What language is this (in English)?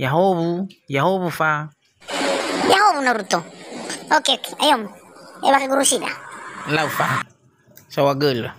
Nias